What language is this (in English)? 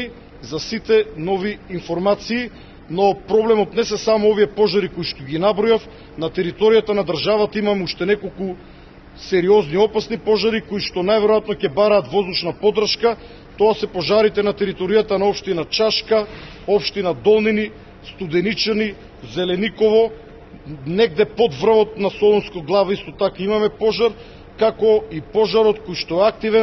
Macedonian